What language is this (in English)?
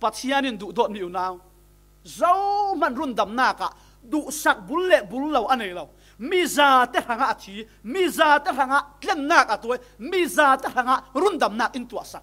Falam Chin